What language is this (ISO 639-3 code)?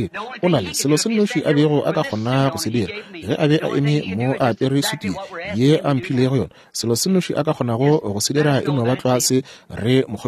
nso